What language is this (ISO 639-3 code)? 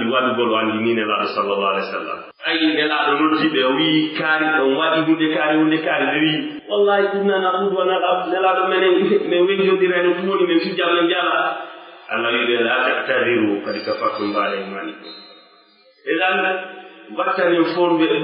fuf